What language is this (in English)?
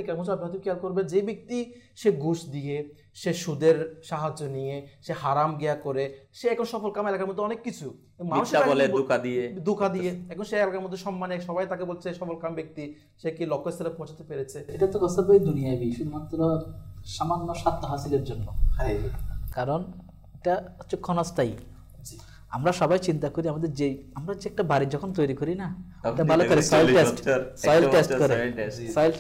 Bangla